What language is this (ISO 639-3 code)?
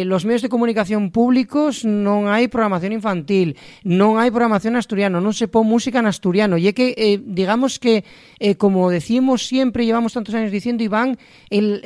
ast